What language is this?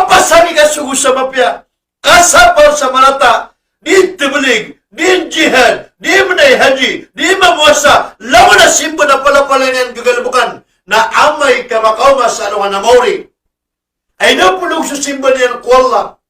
Maranao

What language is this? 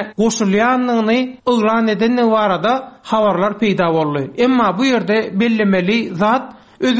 Turkmen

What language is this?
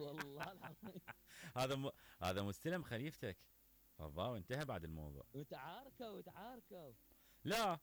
Mesopotamian Arabic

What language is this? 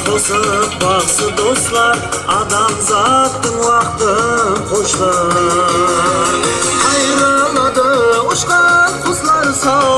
Kara-Kalpak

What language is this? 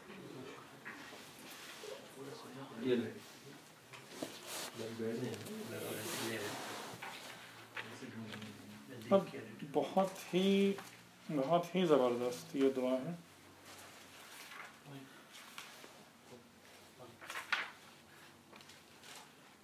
Urdu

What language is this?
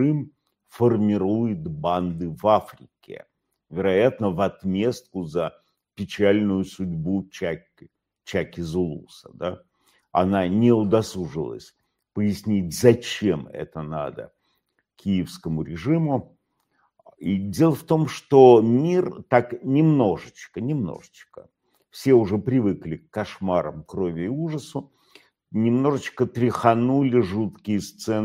Russian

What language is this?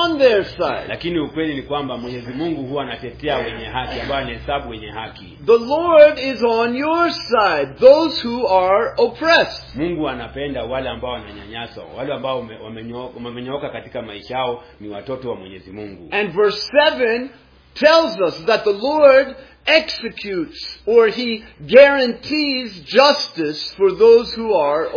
Swahili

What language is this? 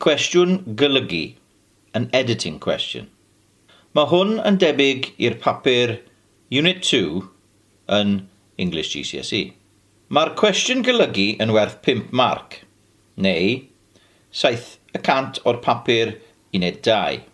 Welsh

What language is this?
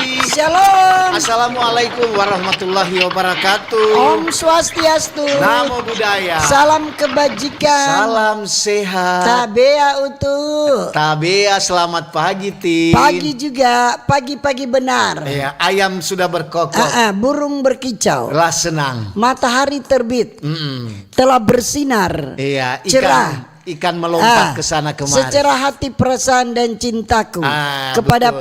Manado Malay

